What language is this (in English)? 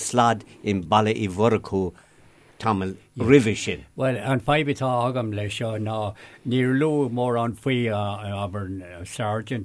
Irish